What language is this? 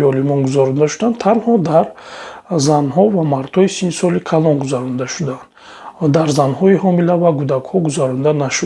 Tajik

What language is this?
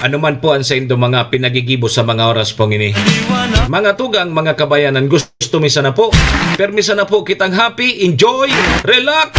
Bikol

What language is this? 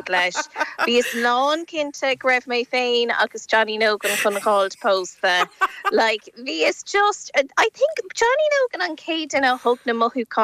Irish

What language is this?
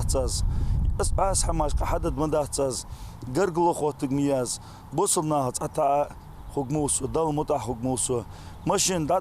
Ingush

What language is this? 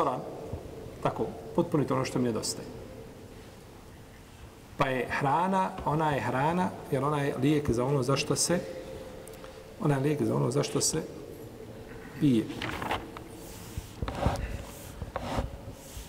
Bosnian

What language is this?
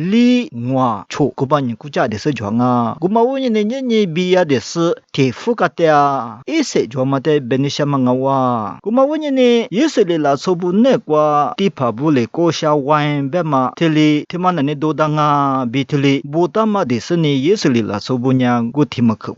Lisu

